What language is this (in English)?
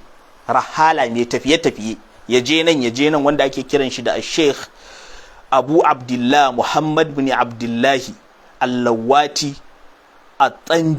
Hausa